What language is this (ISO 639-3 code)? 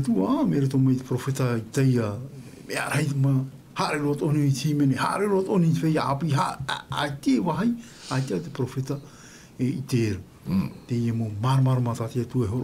tah